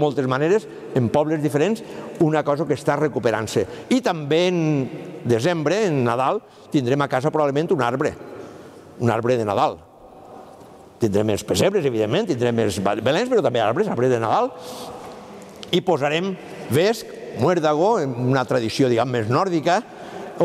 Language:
Catalan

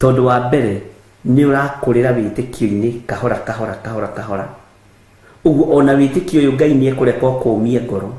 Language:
Kikuyu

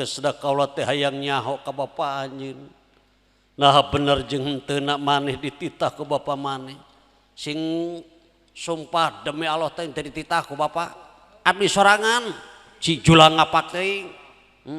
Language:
Sundanese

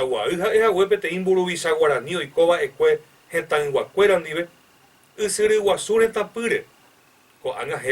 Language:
Guarani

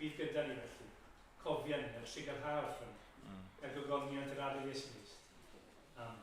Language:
Welsh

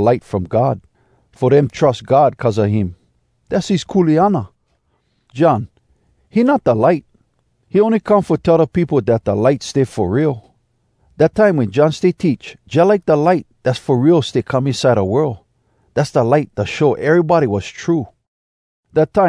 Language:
Hawai'i Creole English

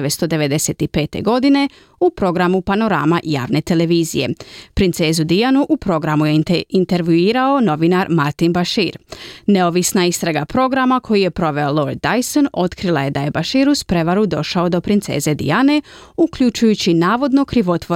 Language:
Croatian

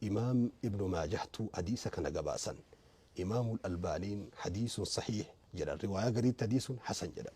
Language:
Oromo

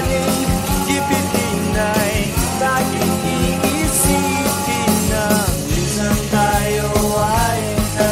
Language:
Filipino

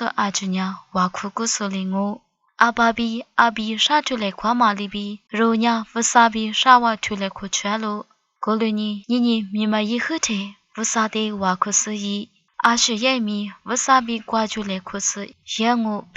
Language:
Lisu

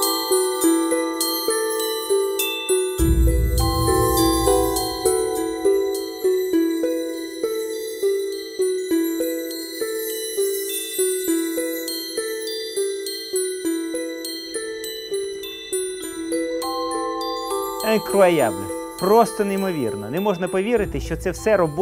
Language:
Ukrainian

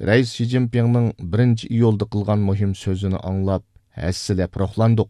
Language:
Uyghur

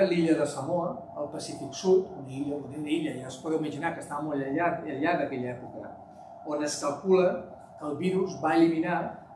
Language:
Catalan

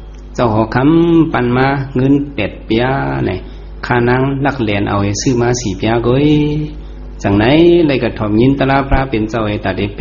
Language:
Shan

